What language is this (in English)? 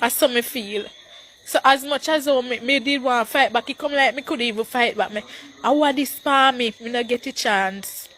Jamaican Creole English